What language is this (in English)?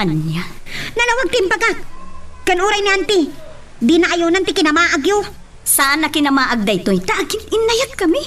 Iloko